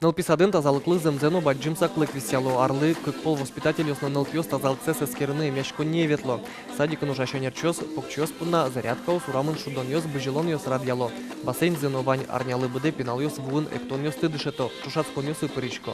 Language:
Udmurt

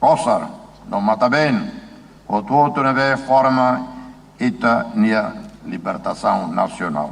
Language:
Tetum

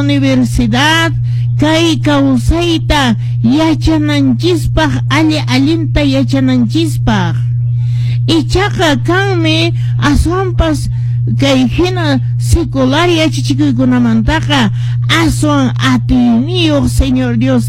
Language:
Quechua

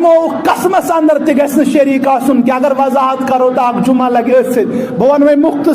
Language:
Kashmiri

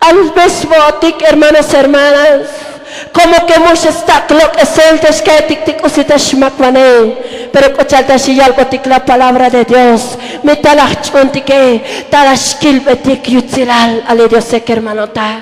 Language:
Tzotzil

